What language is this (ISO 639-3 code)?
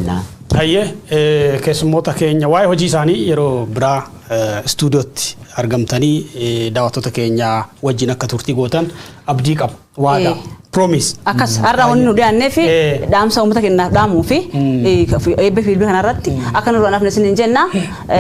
orm